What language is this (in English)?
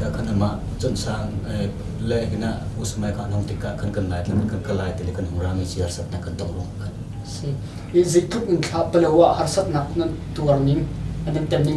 Hakha Chin